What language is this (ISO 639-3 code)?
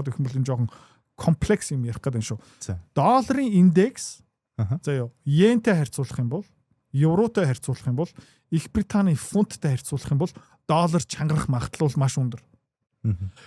mon